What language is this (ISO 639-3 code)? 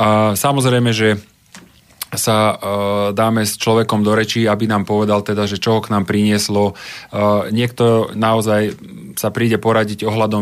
slk